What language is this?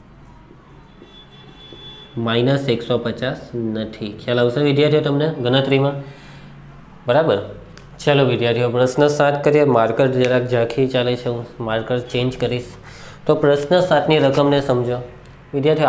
Gujarati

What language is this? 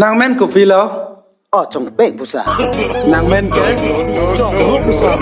Karbi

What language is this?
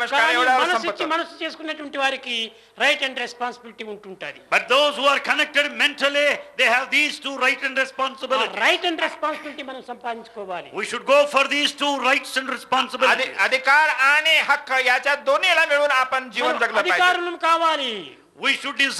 Telugu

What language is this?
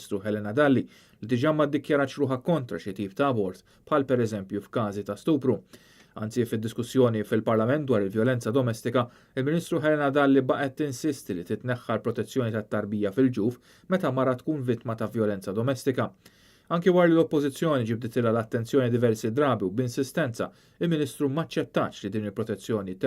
Maltese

